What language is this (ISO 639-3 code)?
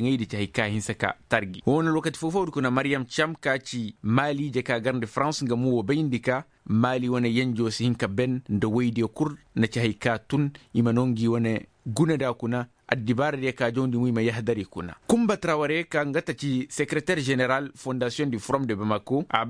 ses